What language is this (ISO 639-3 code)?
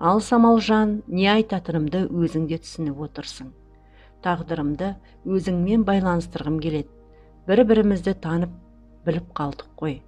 kaz